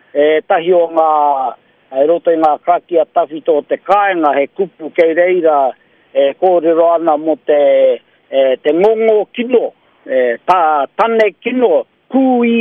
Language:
Māori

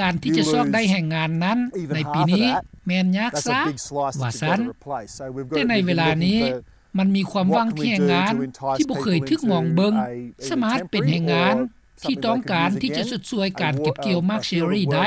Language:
Lao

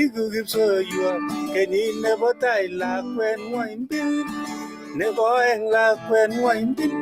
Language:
Kalenjin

